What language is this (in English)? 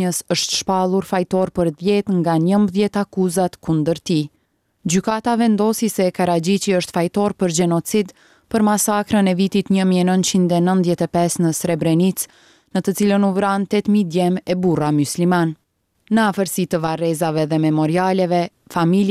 Albanian